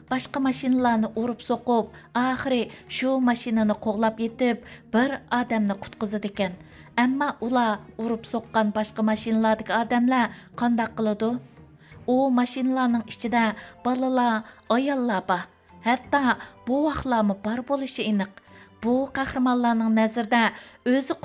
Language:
Uyghur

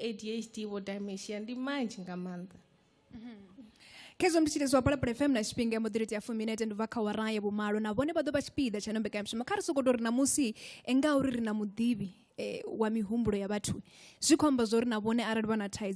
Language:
Venda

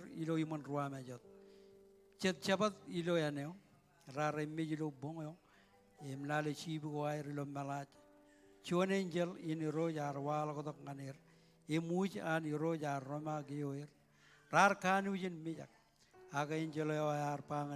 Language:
Marshallese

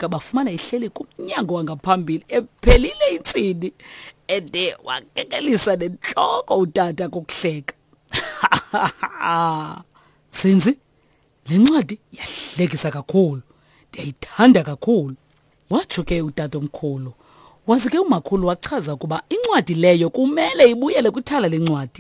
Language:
Xhosa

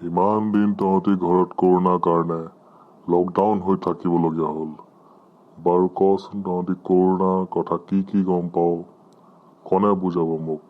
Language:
Assamese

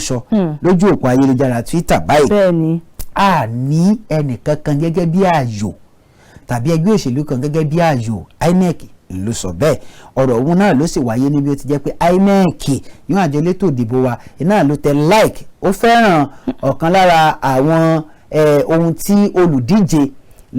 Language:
Yoruba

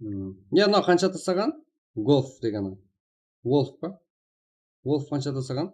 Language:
Kara-Kalpak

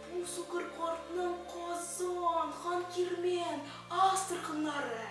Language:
Tatar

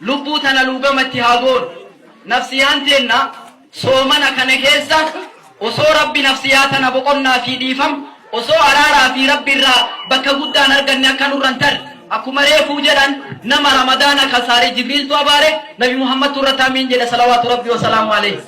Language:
Oromo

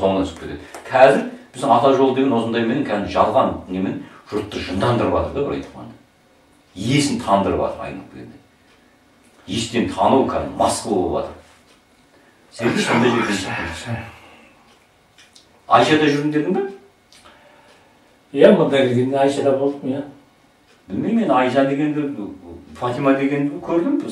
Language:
Kazakh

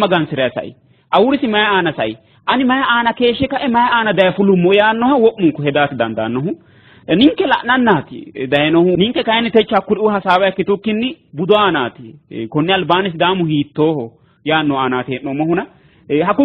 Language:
Sidamo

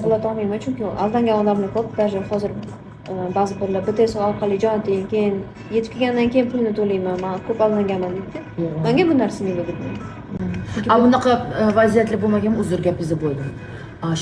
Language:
Uzbek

